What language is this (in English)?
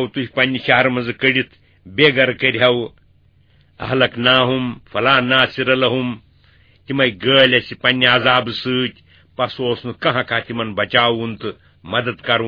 Kashmiri